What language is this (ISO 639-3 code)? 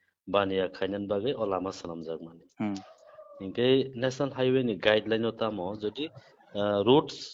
trp